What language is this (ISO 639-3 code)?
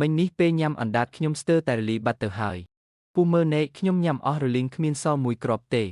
khm